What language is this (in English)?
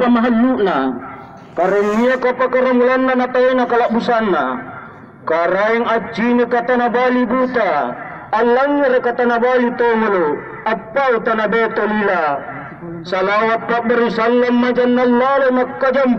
Makasar